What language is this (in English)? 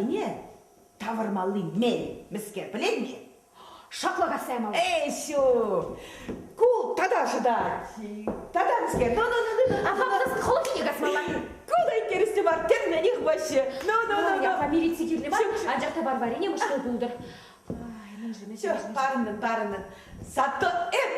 Chuvash